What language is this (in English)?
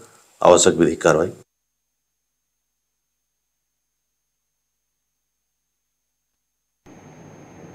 Hindi